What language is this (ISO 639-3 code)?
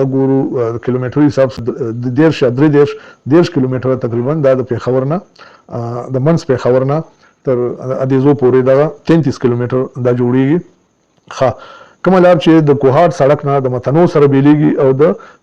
pus